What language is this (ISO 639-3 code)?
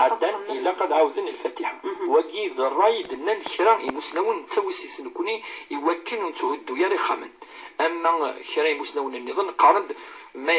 kab